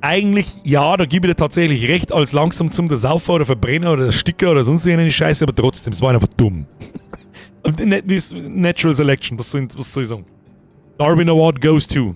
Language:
Bavarian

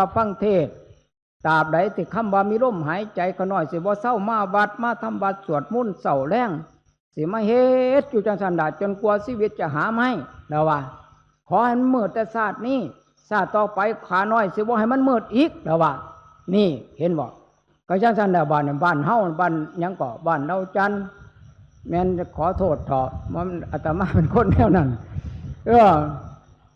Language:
Northeastern Thai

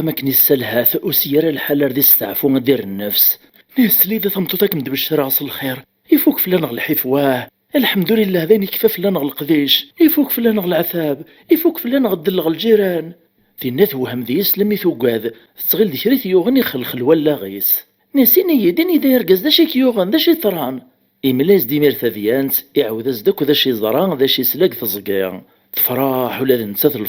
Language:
Kabyle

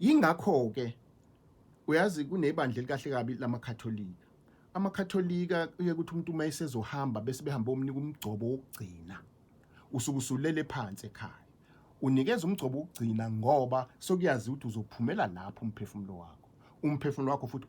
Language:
Zulu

